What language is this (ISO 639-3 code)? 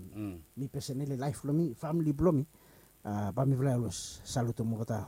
bis